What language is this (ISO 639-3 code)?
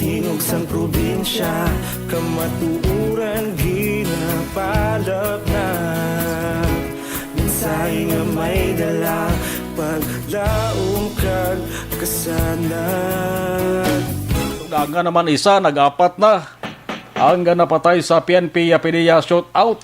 hil